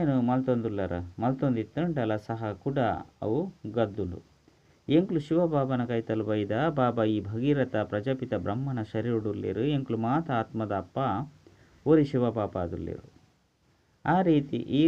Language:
Tulu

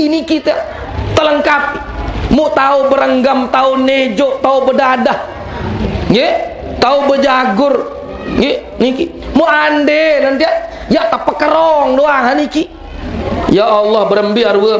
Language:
Sasak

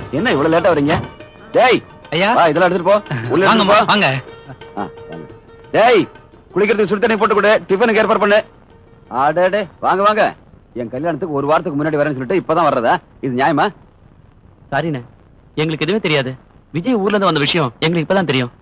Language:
Tamil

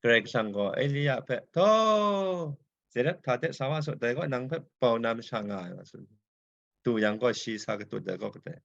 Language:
Kachin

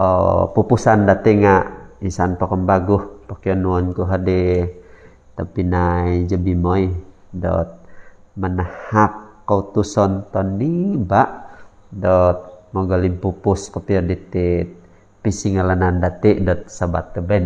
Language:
Central Dusun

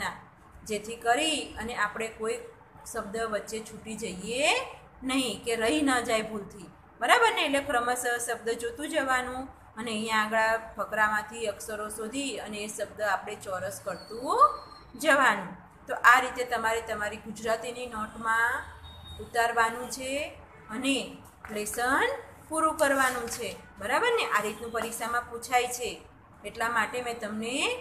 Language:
Gujarati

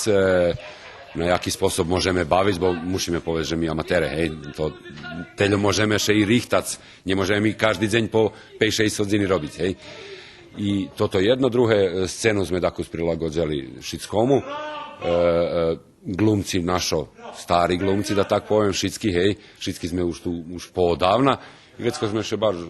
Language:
Rusyn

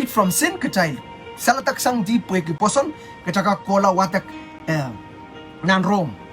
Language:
Pohnpeian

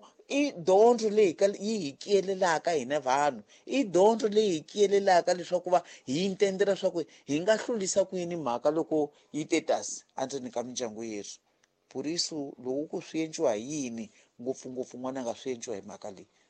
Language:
Tsonga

